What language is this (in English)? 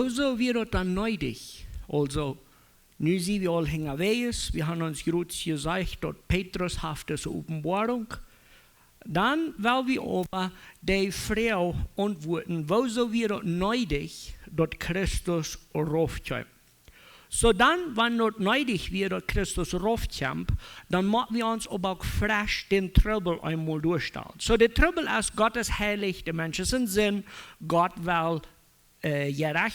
Plautdietsch